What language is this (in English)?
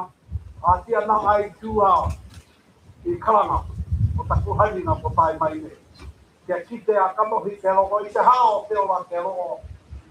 Māori